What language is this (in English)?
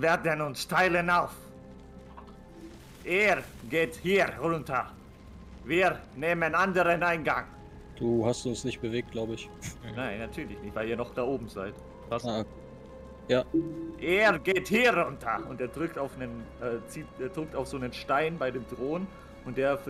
German